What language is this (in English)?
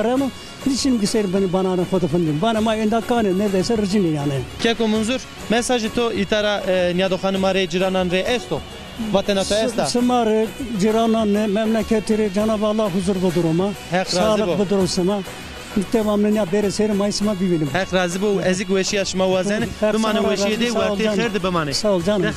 Zaza